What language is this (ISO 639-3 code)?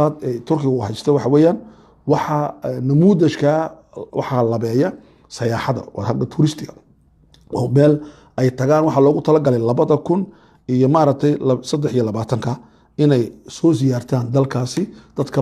som